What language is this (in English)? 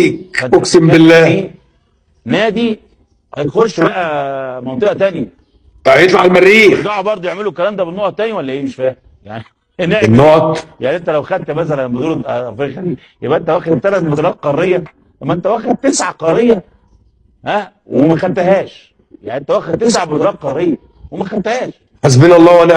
Egyptian Arabic